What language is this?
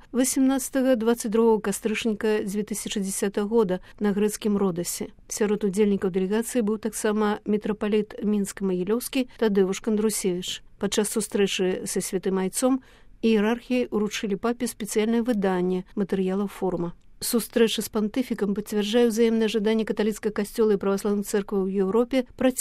Belarusian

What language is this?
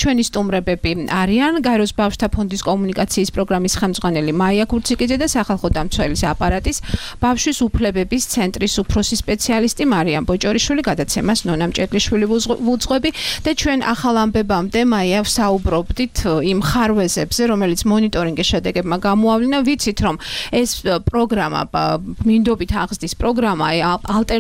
Georgian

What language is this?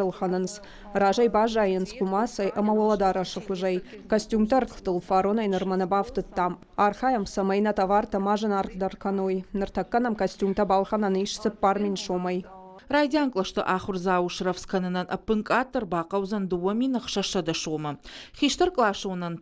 Ossetic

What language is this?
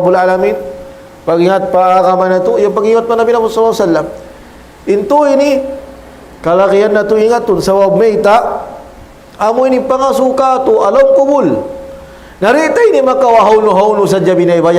Tausug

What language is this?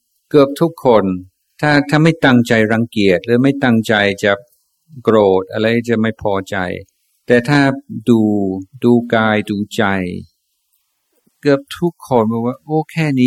Thai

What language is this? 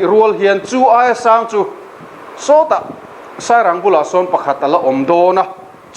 Mizo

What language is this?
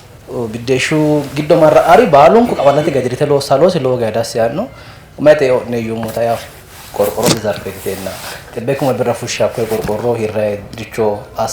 Sidamo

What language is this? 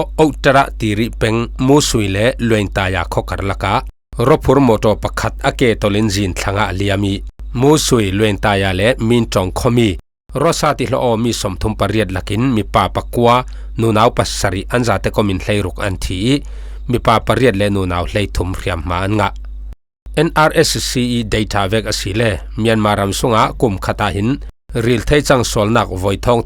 Falam Chin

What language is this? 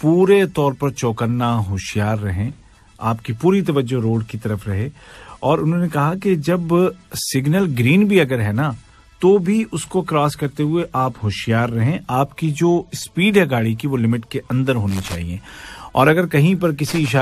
Urdu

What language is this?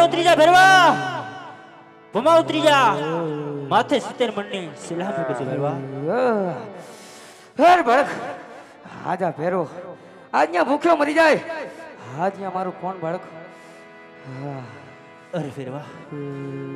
Gujarati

